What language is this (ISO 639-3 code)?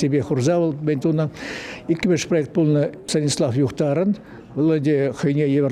chv